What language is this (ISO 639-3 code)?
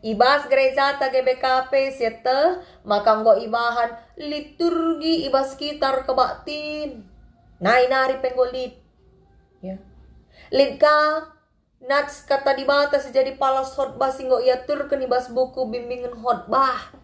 btx